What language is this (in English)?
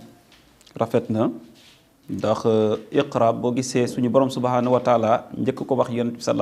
Wolof